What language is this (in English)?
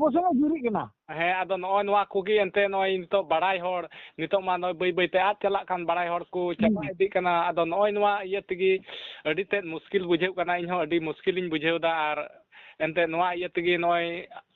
Santali